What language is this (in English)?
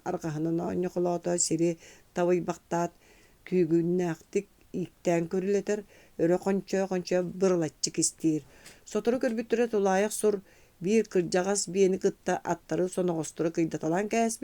Yakut